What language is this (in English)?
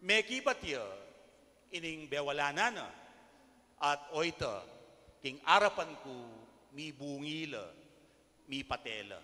Pampanga